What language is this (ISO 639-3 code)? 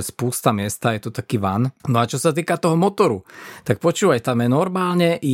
slk